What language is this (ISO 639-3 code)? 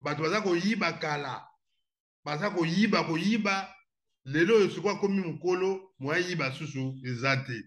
lin